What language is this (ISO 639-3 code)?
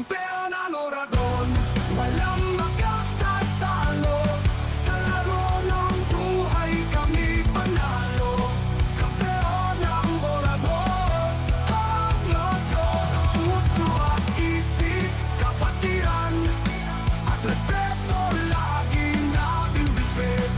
bik